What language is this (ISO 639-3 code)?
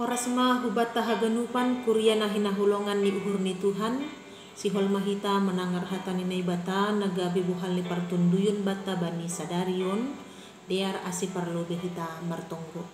bts